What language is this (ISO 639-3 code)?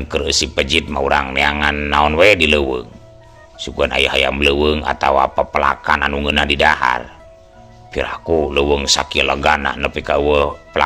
sun